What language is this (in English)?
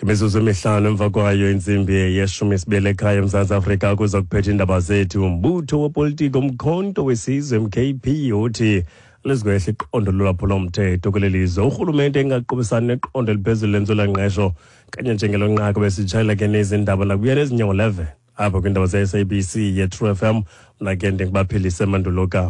Xhosa